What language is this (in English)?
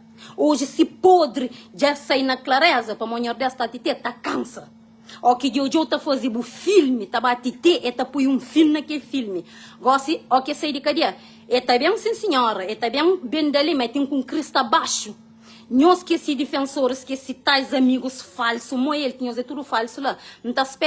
Kabuverdianu